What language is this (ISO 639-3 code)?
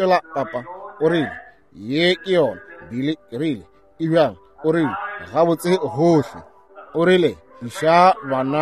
nso